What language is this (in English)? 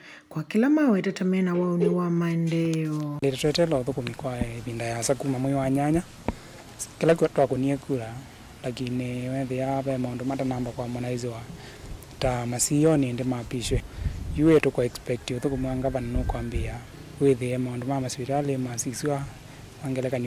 Kamba